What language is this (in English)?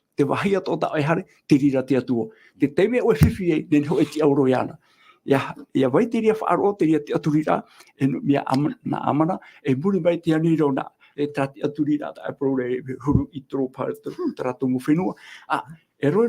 Tahitian